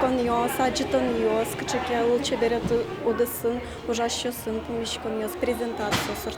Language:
Udmurt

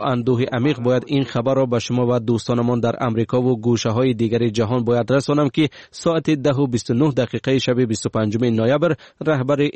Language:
Persian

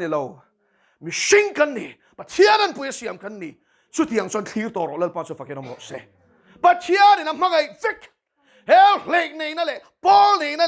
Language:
Mizo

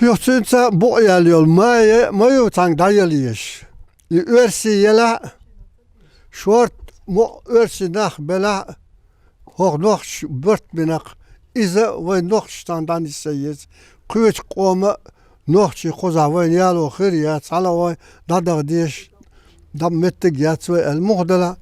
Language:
Chechen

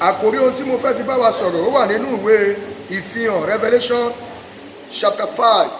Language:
Yoruba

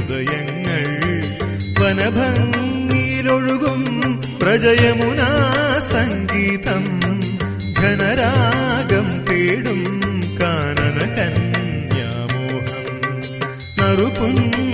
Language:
Malayalam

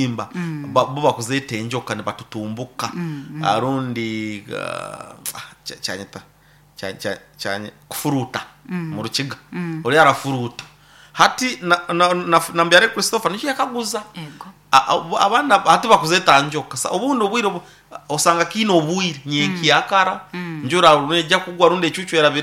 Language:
Nyoro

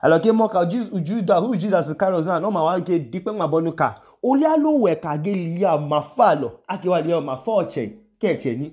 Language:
Idoma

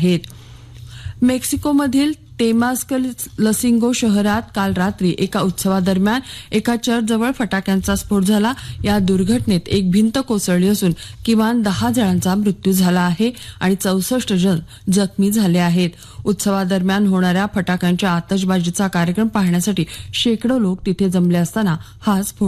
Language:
Marathi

